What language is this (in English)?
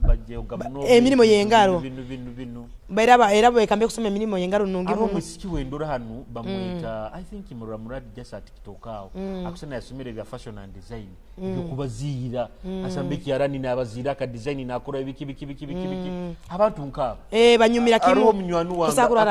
Nyoro